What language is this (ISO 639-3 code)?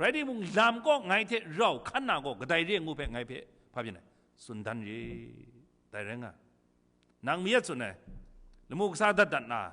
kac